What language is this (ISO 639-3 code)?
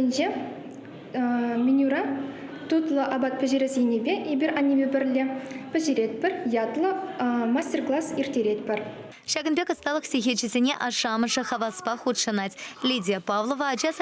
chv